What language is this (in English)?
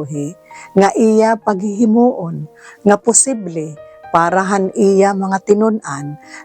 Waray